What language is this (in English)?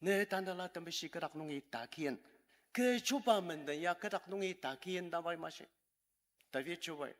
Ao Naga